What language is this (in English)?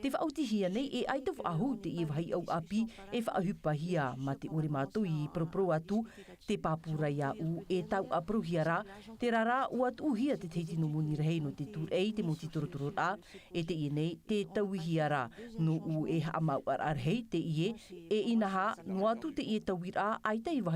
Tahitian